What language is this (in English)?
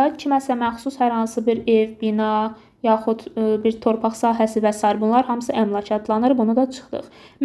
Azerbaijani